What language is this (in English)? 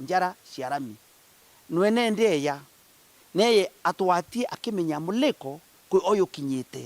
Meru